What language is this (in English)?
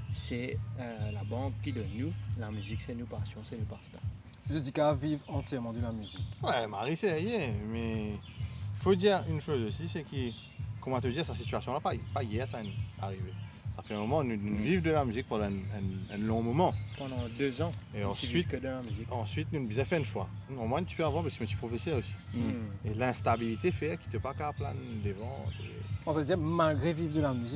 Morisyen